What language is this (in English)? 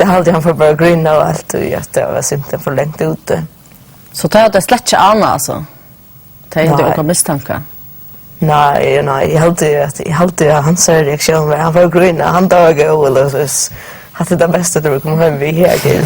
Faroese